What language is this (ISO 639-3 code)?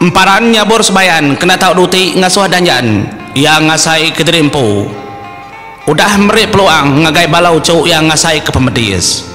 iba